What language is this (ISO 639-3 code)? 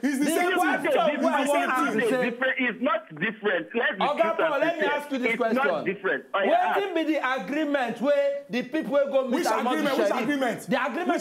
pcm